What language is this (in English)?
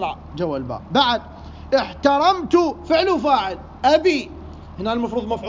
Mesopotamian Arabic